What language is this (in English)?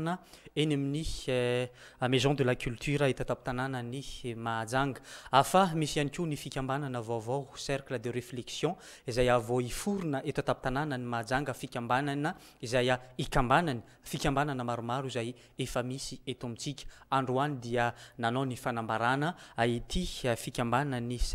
Malagasy